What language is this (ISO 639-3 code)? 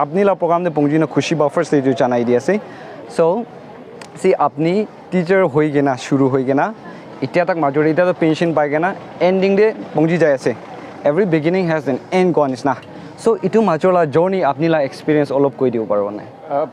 nag